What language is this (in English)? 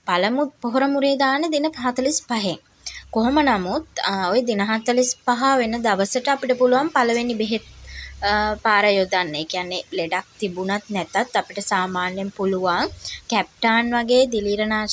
Sinhala